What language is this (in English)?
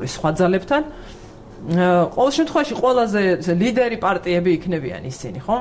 Georgian